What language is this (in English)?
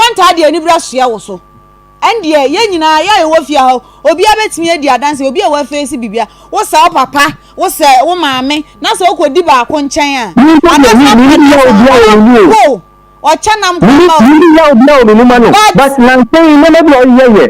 Akan